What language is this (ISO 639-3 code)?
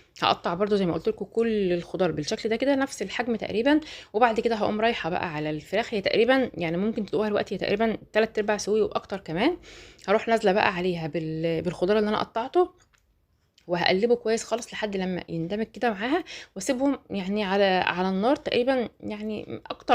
arz